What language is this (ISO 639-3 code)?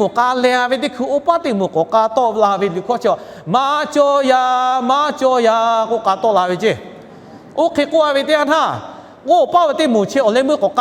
lhu